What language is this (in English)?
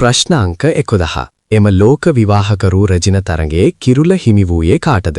Sinhala